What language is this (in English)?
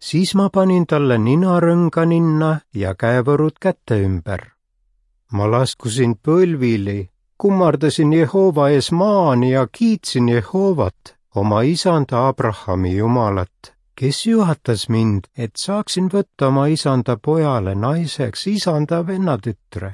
Estonian